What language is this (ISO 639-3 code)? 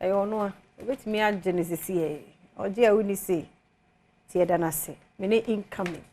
aka